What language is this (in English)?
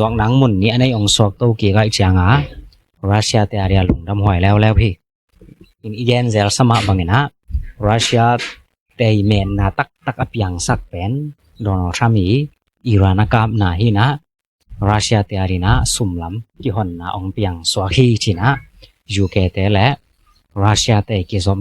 Tedim Chin